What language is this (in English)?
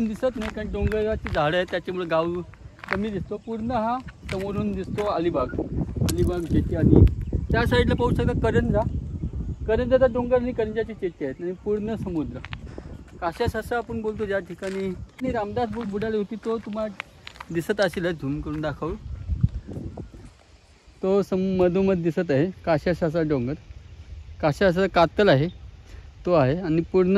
Marathi